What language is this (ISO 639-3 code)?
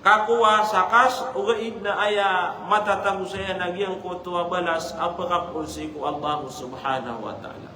mrw